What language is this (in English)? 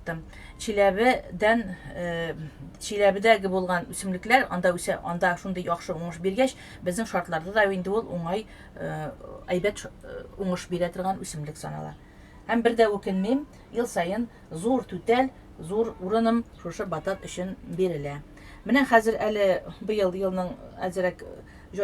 Tatar